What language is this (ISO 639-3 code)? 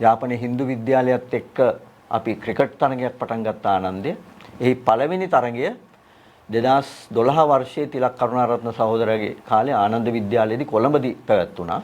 sin